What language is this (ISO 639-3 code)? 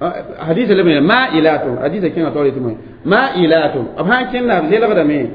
mos